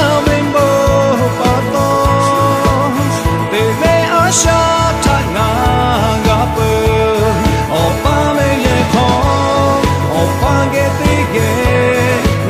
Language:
Lahu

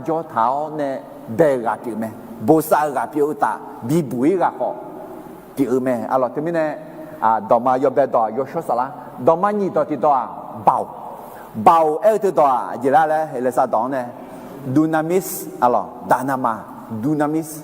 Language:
Akha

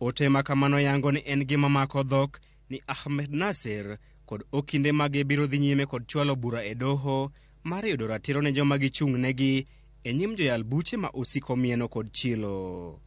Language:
Luo (Kenya and Tanzania)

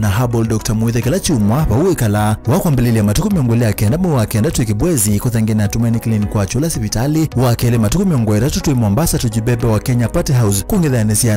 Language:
Kamba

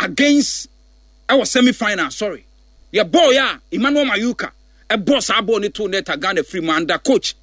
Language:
Akan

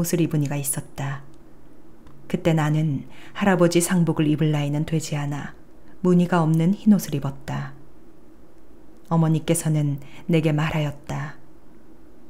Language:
Korean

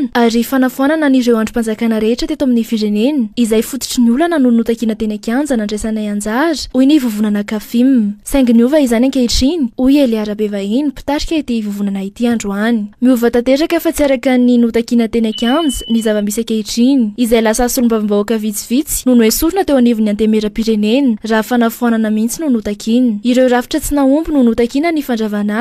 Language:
Malagasy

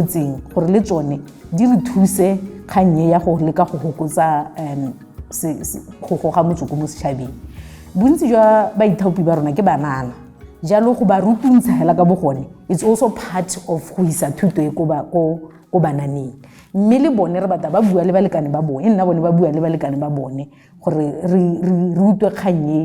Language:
Tswana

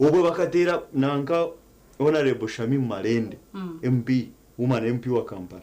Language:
Nyankole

